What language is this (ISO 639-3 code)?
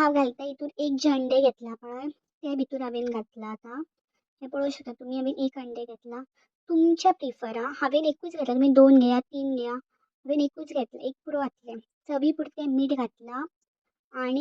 kok